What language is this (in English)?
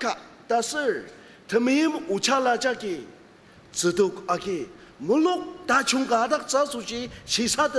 Ao Naga